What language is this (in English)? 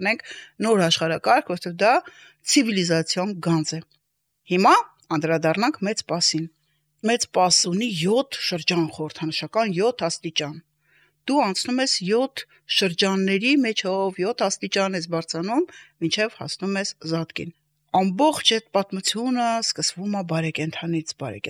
Armenian